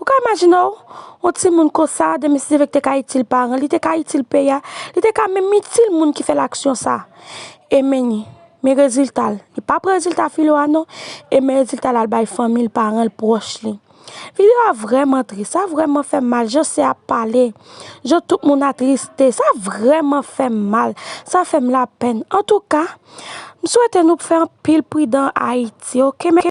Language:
Haitian Creole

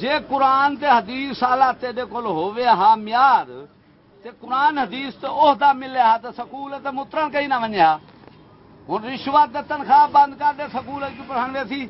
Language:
Saraiki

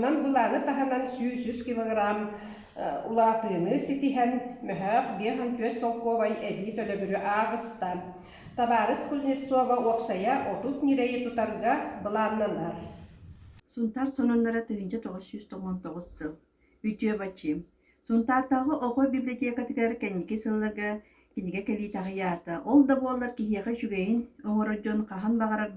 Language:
Yakut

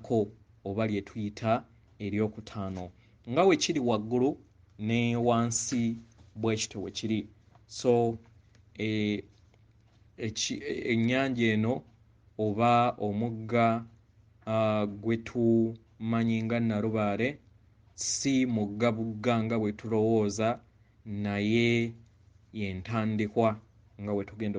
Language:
Ganda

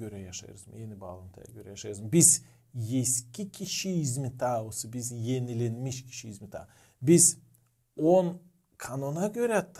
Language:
Gagauz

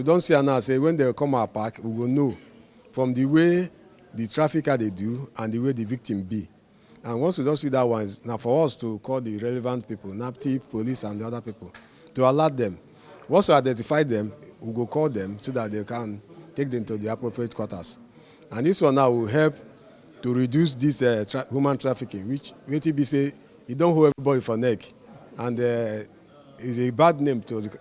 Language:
Nigerian Pidgin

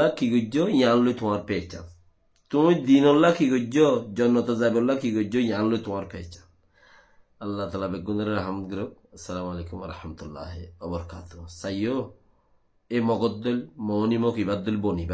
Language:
Rohingya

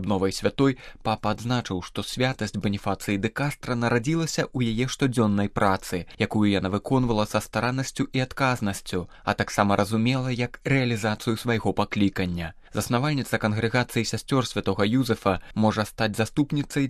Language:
Belarusian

